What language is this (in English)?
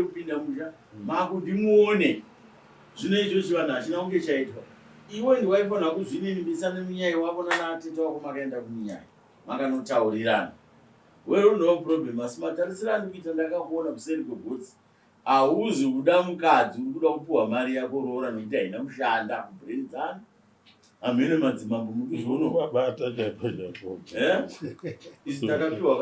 Shona